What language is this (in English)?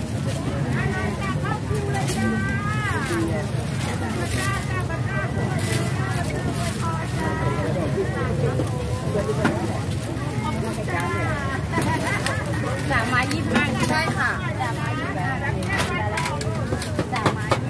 Thai